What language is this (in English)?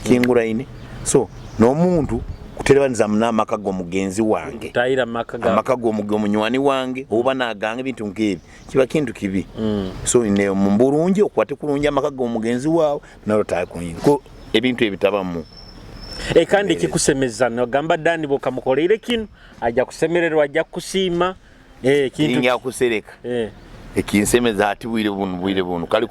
Nyoro